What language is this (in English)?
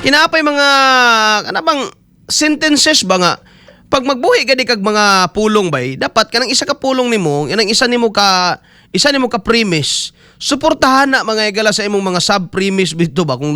Cebuano